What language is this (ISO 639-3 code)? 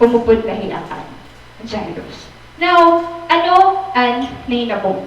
war